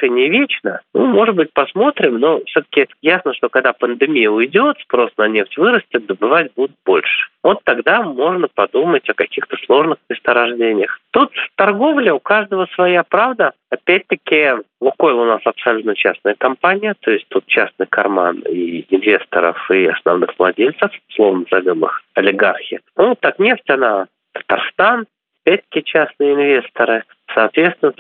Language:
Russian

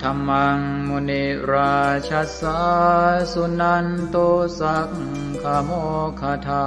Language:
Pali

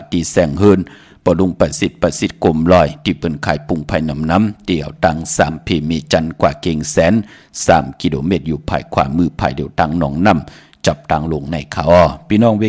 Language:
Shan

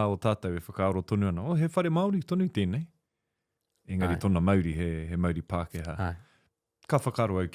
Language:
Māori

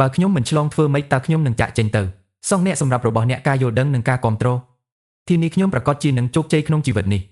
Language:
Khmer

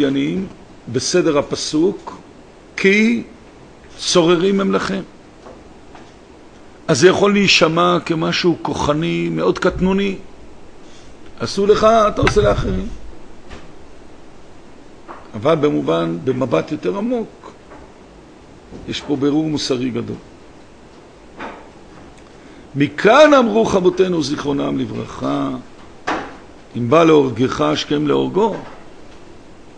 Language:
Hebrew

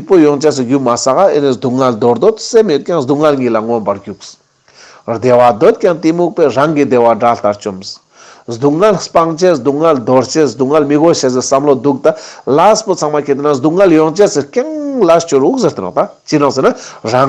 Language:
Ladakhi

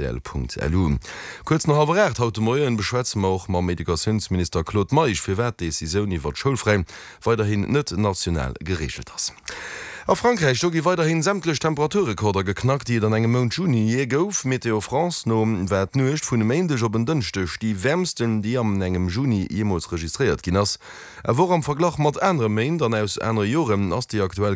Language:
Luxembourgish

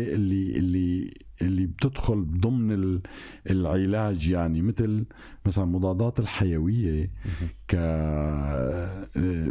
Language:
North Levantine Arabic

